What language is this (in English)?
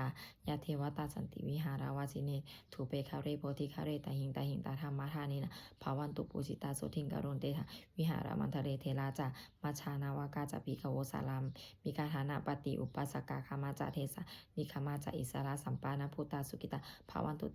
Pali